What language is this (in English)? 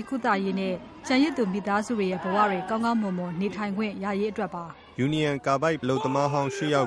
Burmese